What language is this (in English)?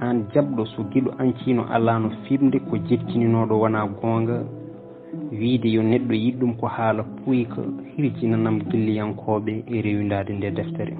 Fula